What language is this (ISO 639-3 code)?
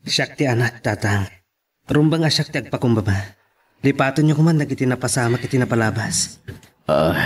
ilo